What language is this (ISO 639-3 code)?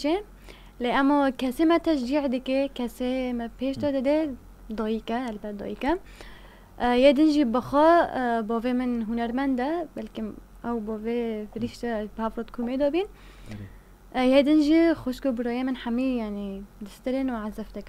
kur